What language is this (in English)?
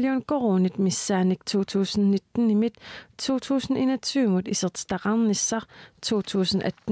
Kalaallisut